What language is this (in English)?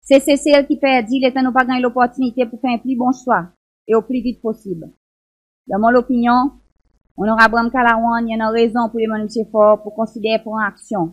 Seselwa Creole French